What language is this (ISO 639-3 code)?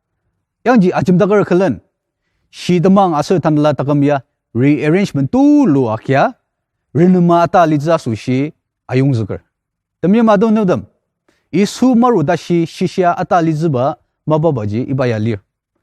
njo